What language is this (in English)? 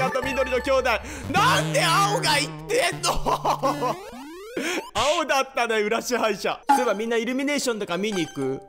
Japanese